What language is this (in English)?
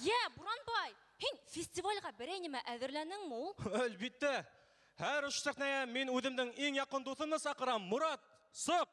Bashkir